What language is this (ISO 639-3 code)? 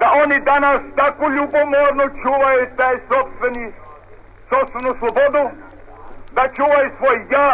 mkd